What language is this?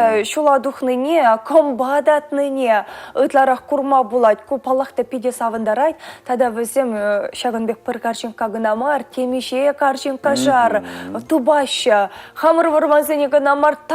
Chuvash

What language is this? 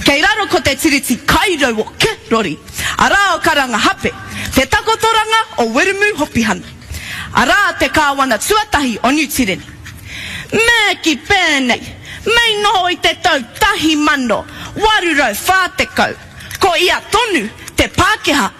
Māori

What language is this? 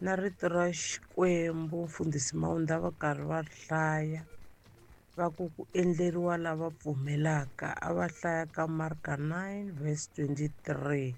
Tsonga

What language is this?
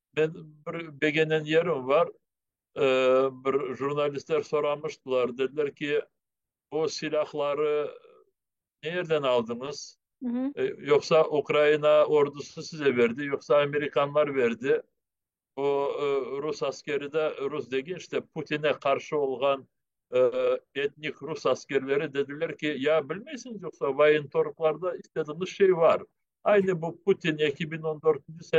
Crimean Tatar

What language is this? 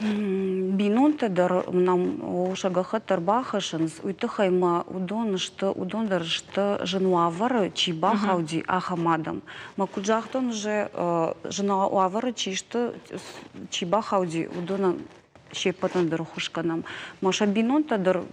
Ossetic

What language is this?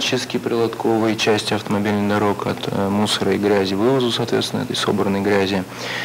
Russian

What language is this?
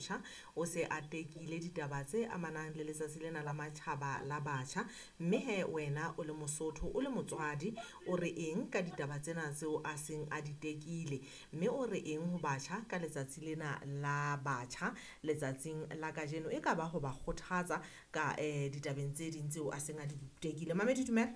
Southern Sotho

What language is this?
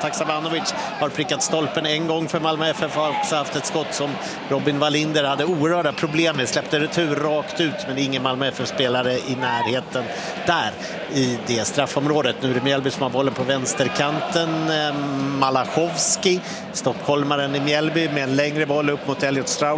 Swedish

